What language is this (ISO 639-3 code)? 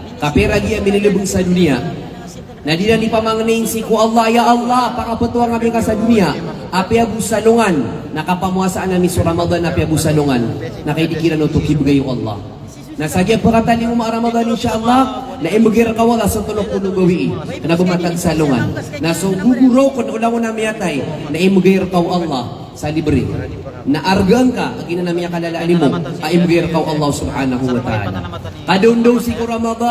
mrw